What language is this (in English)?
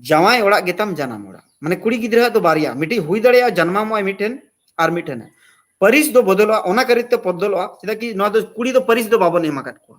Santali